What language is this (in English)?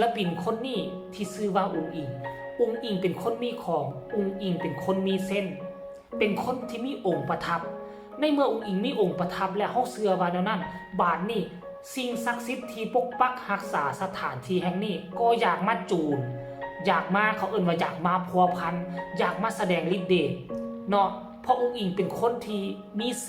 Northeastern Thai